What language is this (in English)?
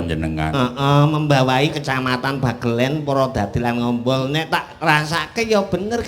Javanese